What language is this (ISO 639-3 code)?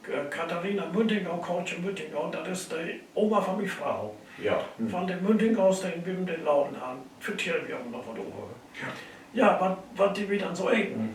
nds